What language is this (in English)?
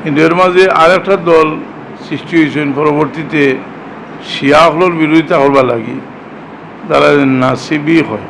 Sylheti